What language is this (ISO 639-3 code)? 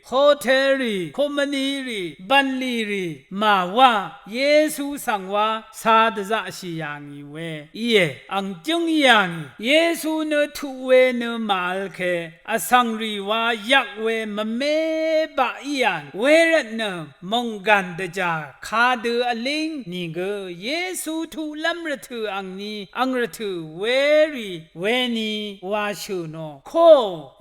raw